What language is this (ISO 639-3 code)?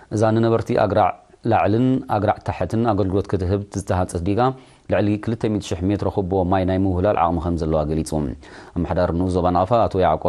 tir